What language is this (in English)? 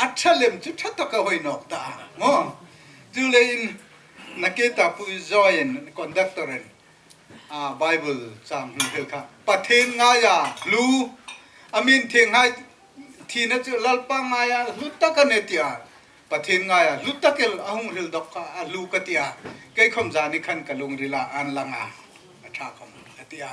Hmar